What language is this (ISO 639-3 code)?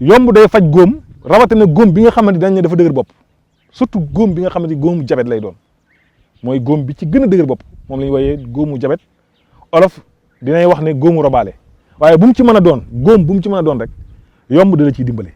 wol